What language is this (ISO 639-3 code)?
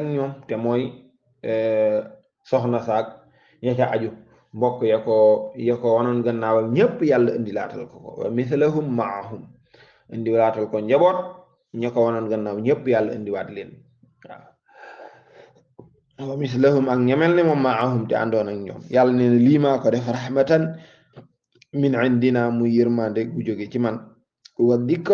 wol